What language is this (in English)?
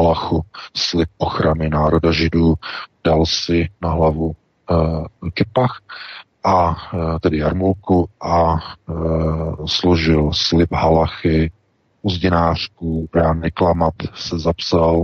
Czech